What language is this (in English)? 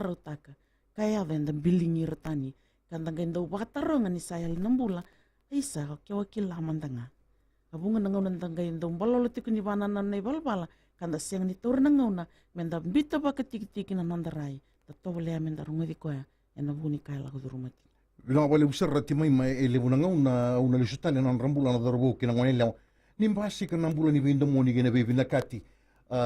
Fijian